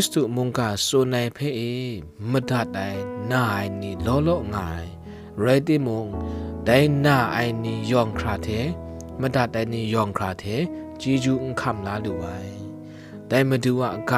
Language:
Kachin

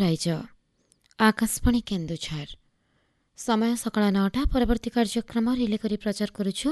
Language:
Odia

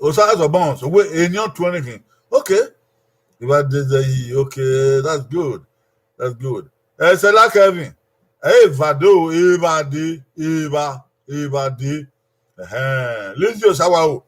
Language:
Bini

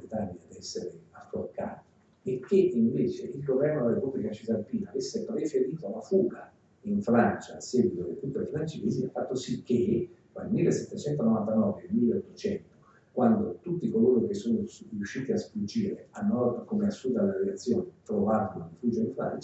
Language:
Italian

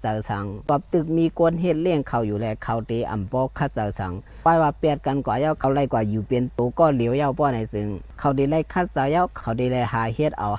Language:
Shan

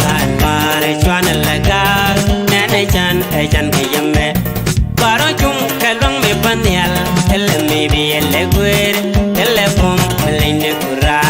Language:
Nuer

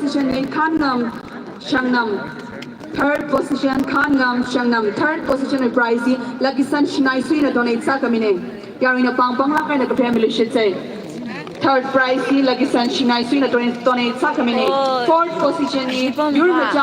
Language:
Tangkhul Naga (India)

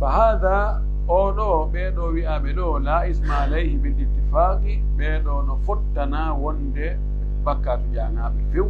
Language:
Pular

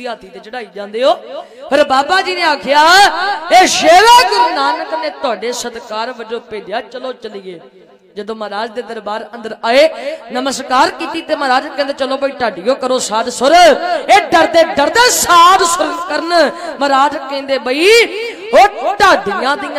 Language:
Punjabi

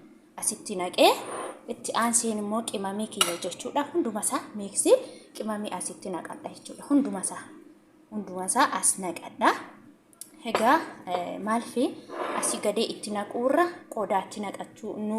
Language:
Oromo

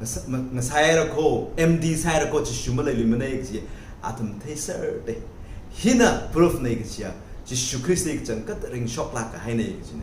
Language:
Tangkhul Naga (India)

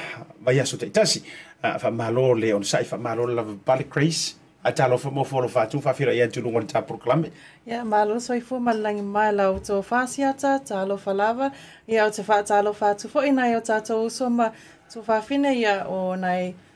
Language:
Samoan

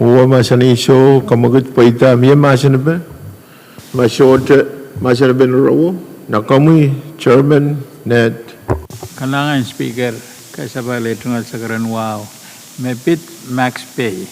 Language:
Pohnpeian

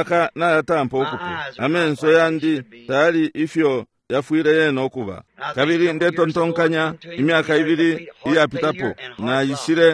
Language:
Bemba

